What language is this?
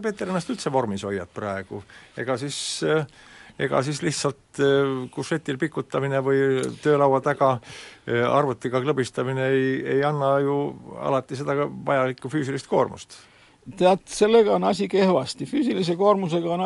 Estonian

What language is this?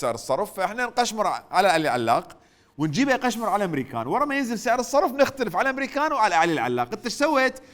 Mesopotamian Arabic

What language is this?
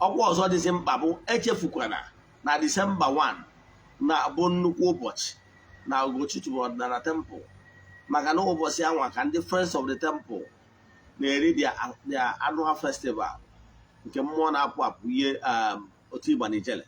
Igbo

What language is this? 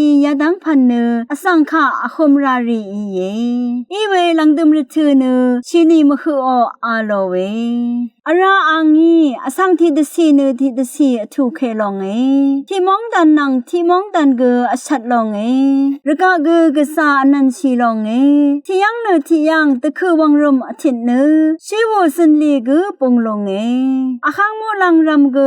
Rawang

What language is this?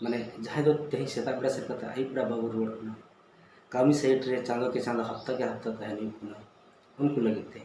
Santali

